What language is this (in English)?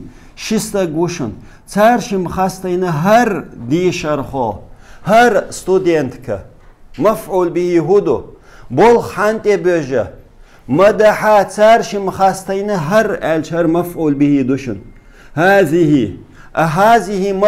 Chechen